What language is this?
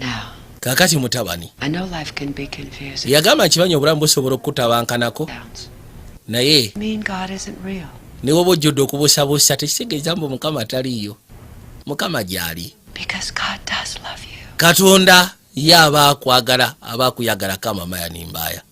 Ganda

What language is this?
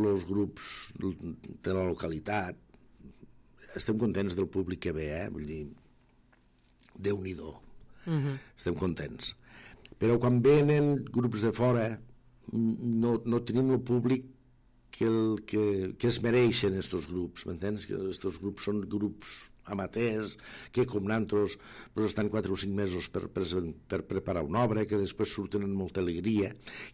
Catalan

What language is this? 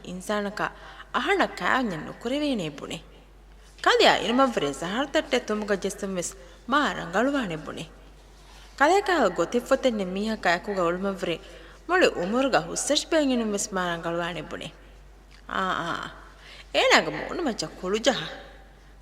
Divehi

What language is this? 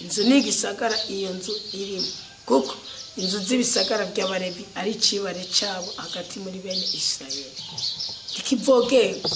Rundi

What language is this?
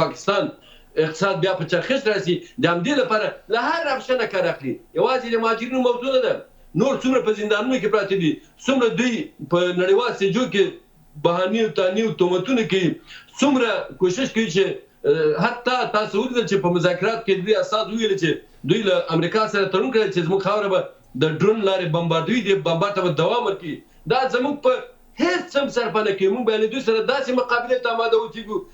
Pashto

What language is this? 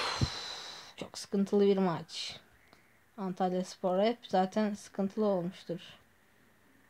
Turkish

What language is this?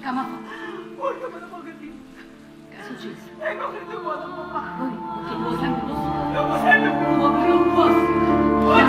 Neapolitan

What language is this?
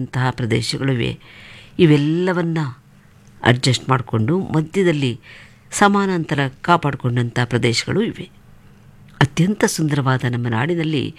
Kannada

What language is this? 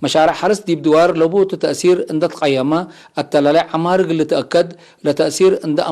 Tigre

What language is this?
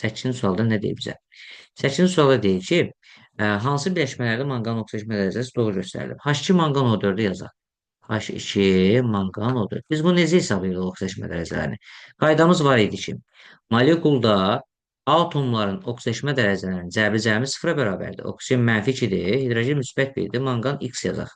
Azerbaijani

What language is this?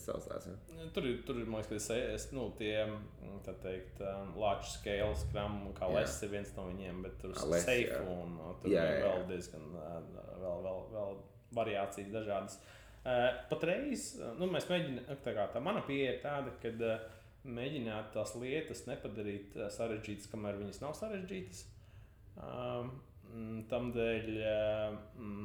Latvian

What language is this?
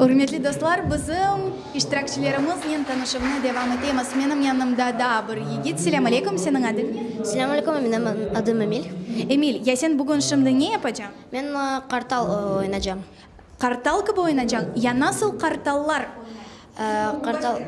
Crimean Tatar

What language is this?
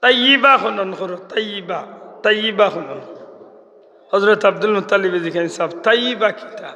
Sylheti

